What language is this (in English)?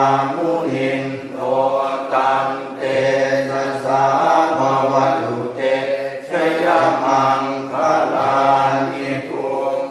Pali